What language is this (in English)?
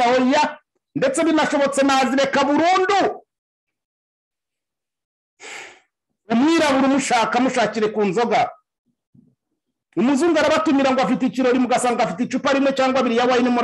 Kinyarwanda